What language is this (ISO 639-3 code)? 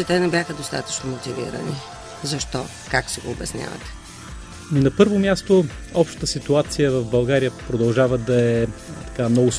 bul